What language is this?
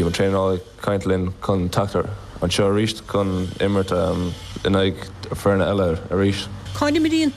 Irish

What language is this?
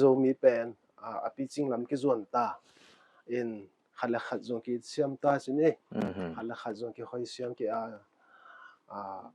Paite Chin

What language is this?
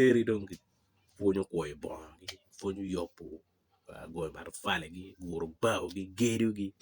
Acoli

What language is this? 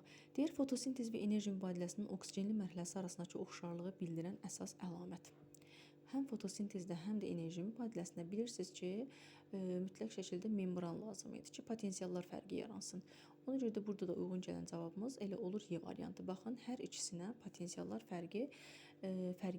Azerbaijani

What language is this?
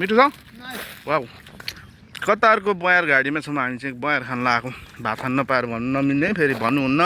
Nepali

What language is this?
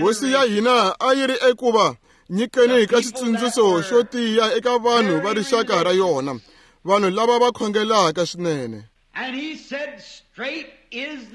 Tsonga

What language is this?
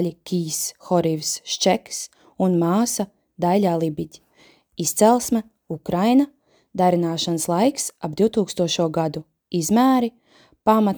Latvian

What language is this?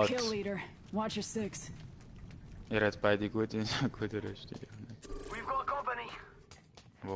Swiss German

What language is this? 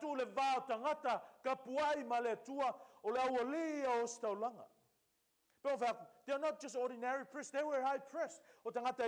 Samoan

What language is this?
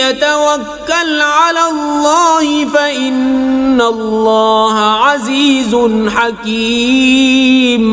Kashmiri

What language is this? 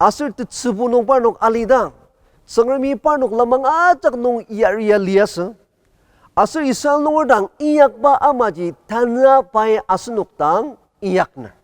Ao Naga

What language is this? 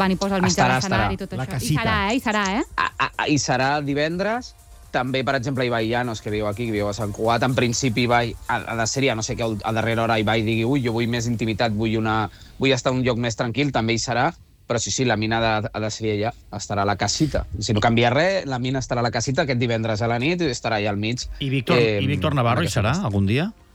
Catalan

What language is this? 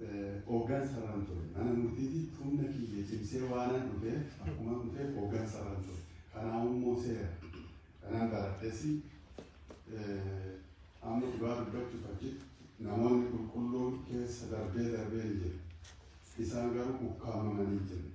Oromo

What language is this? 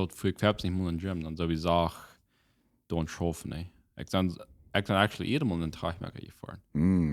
Plautdietsch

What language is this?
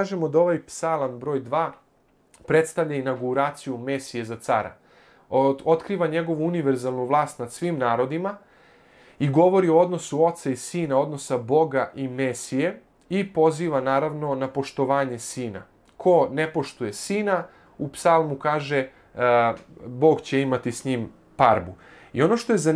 Serbian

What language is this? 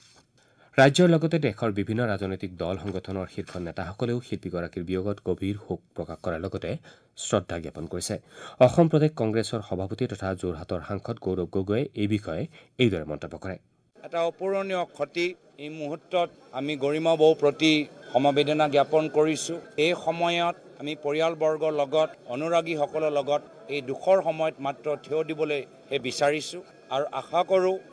Assamese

